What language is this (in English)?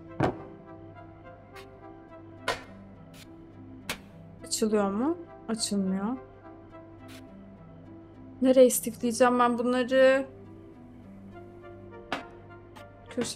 Turkish